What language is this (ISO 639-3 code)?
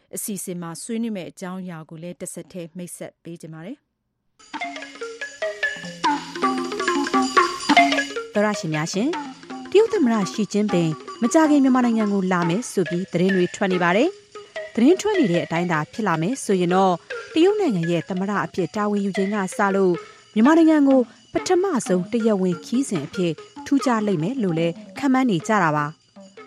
mya